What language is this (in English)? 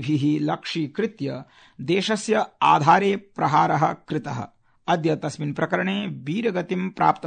Sanskrit